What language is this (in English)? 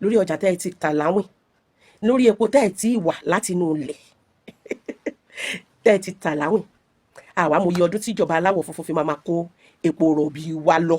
Yoruba